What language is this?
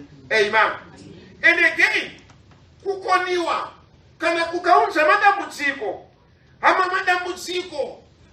Shona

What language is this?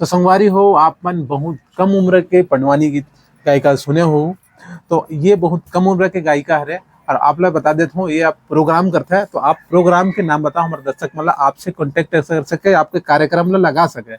Chhattisgarhi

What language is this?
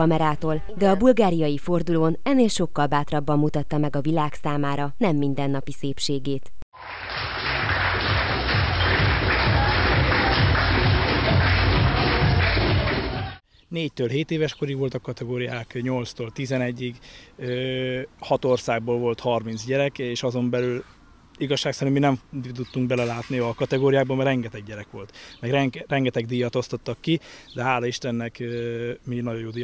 Hungarian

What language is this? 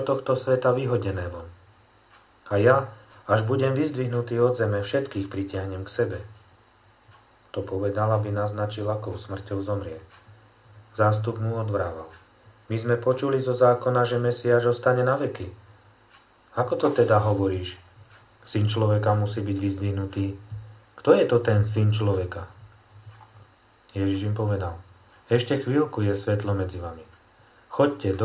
Slovak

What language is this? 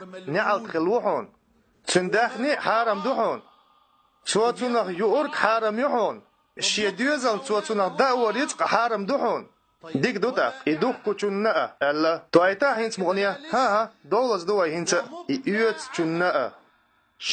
Chechen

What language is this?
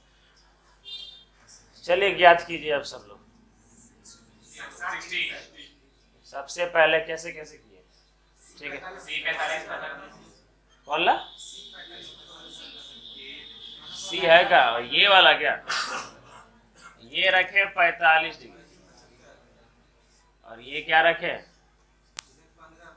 Hindi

